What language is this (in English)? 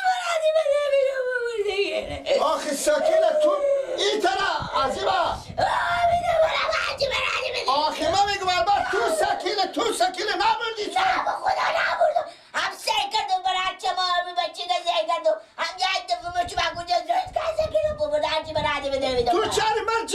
Persian